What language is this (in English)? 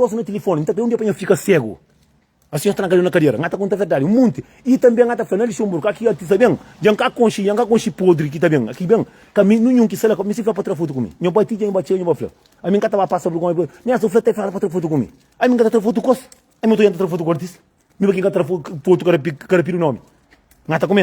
Kabuverdianu